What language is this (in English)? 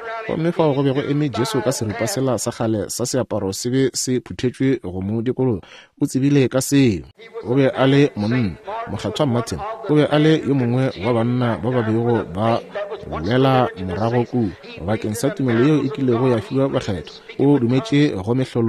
Northern Sotho